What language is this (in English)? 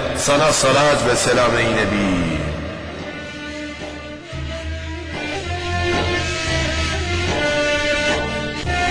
Turkish